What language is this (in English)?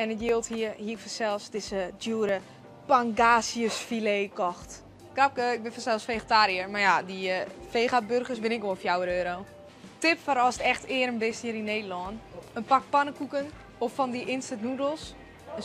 Western Frisian